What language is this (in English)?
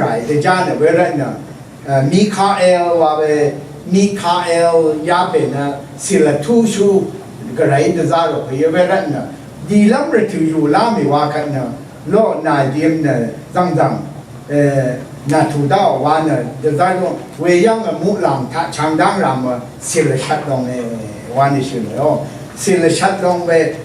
Rawang